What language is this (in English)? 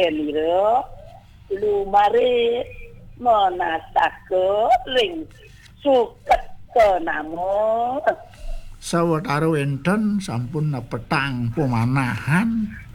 Balinese